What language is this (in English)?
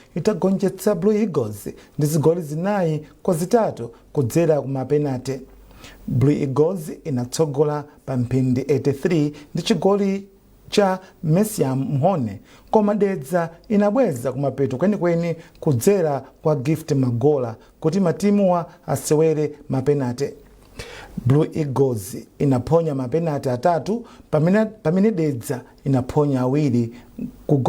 Nyanja